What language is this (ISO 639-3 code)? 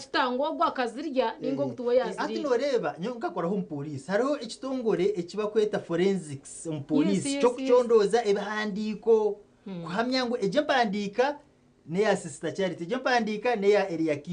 nyn